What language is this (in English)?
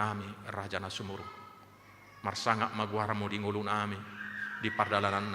Batak Toba